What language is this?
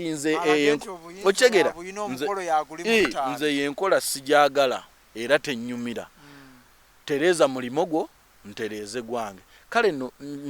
Ganda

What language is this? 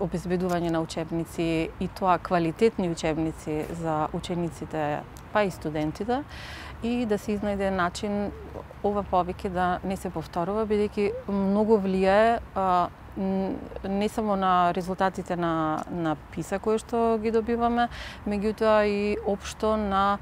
Macedonian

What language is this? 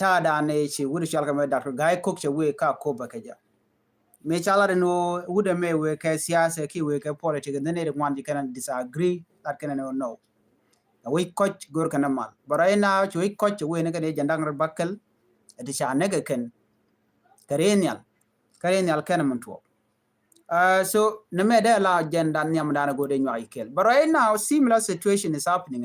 Nuer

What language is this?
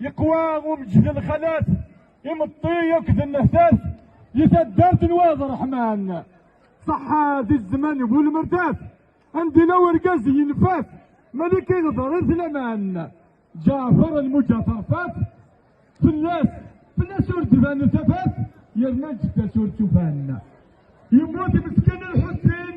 Kabyle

